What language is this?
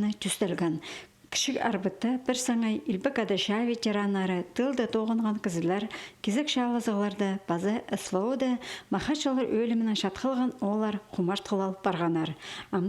Khakas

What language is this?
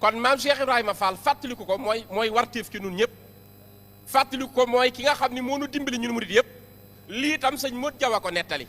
Wolof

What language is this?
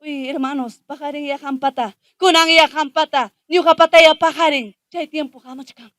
Ayacucho Quechua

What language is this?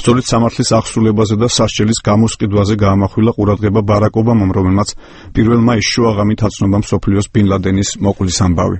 Georgian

